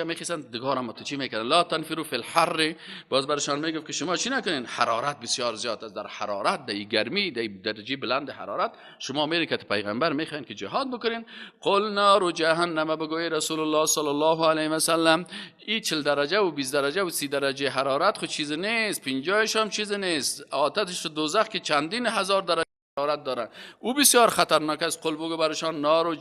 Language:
Persian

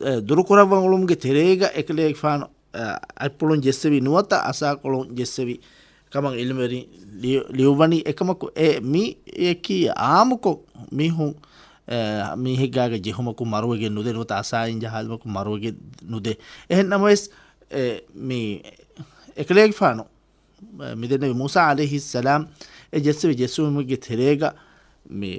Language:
Divehi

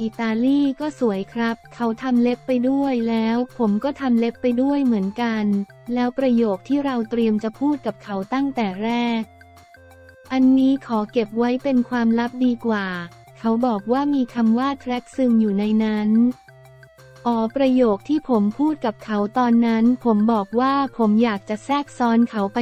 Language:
Thai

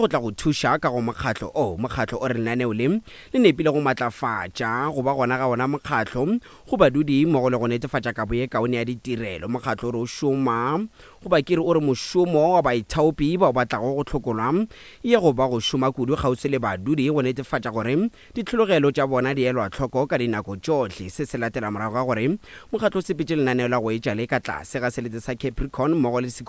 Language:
Northern Sotho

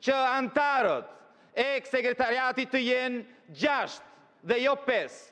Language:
Albanian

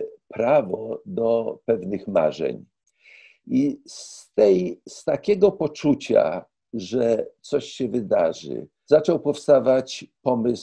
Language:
Polish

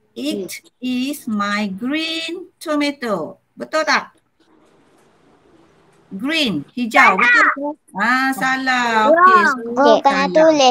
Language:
Malay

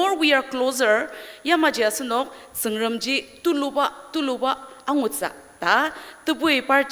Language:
Ao Naga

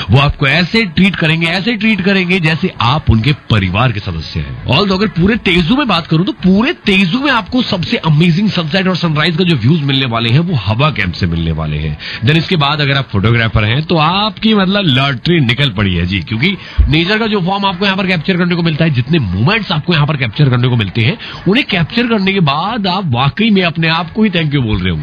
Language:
Hindi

